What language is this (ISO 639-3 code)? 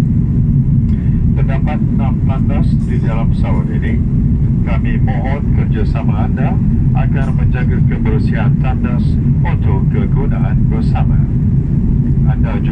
msa